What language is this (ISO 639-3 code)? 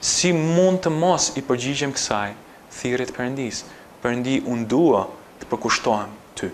sqi